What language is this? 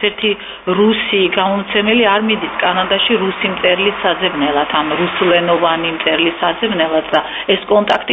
Georgian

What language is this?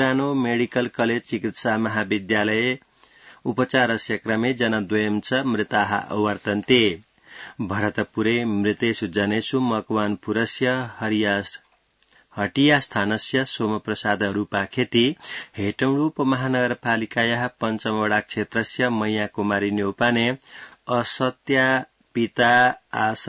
Sanskrit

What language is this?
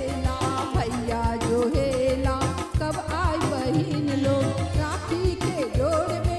Bhojpuri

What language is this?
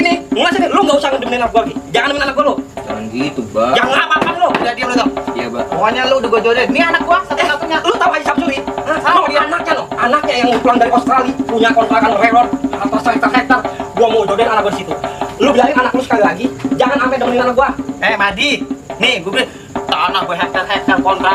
Betawi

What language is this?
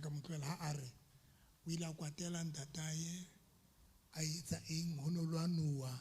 Southern Sotho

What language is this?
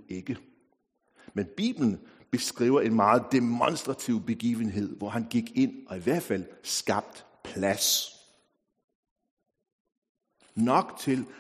Danish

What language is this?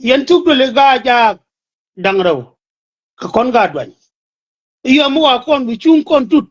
Nuer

